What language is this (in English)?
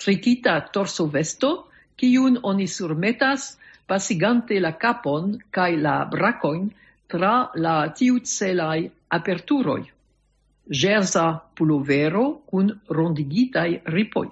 Esperanto